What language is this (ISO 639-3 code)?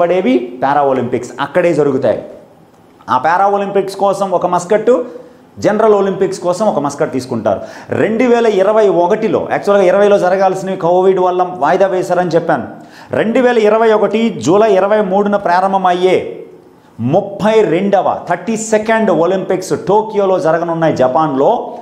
tel